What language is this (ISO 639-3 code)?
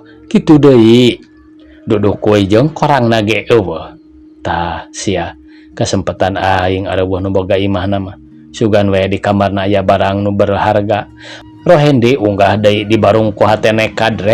sun